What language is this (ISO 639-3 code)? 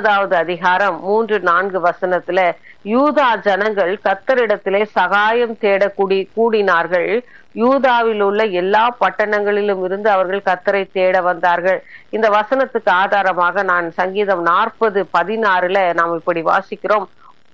tam